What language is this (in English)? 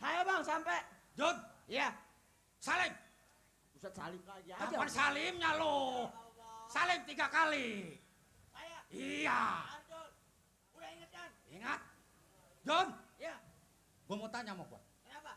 Betawi